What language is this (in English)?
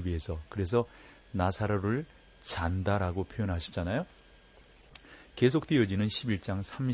Korean